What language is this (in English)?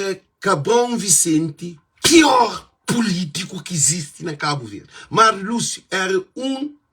Kabuverdianu